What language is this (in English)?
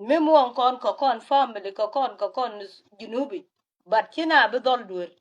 Nuer